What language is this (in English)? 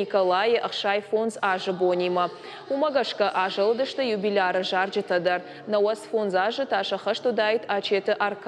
Ossetic